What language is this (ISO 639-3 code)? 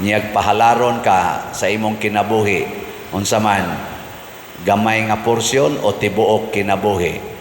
ceb